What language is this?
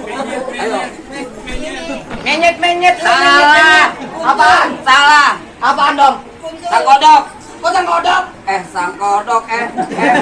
Betawi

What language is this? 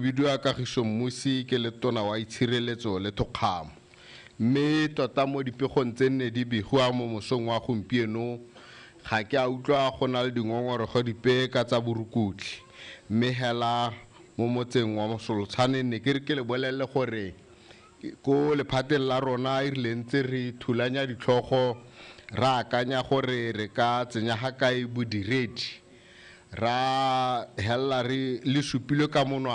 Tswana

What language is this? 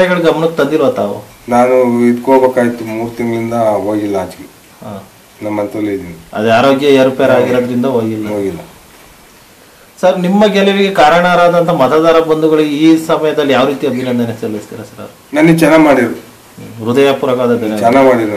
Kannada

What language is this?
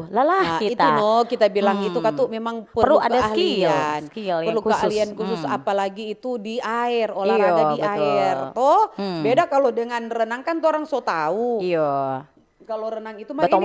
Manado Malay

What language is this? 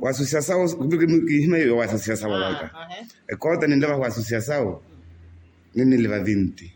Makhuwa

